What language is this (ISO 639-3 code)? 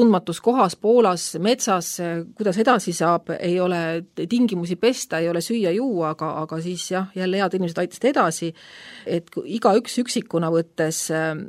est